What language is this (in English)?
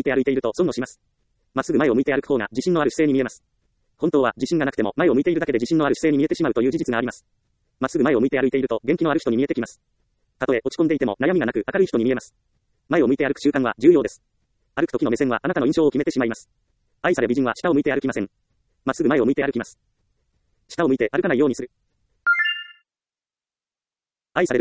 Japanese